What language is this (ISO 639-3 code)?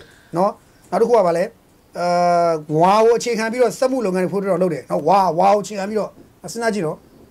mya